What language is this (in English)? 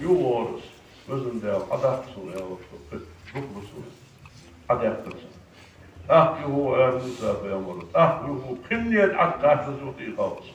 Ingush